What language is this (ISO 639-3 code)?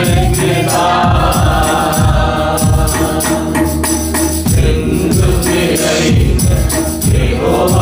tam